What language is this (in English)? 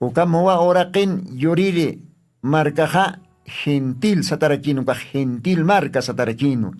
Aymara